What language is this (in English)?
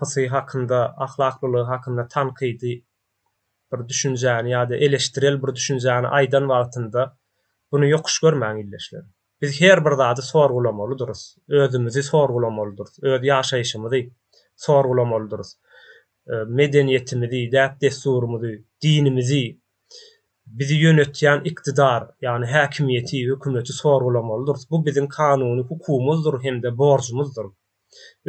Turkmen